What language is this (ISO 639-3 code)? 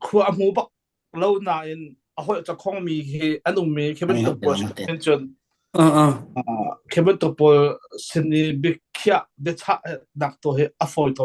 cnh